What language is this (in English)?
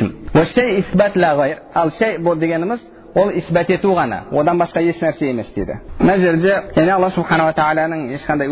Kazakh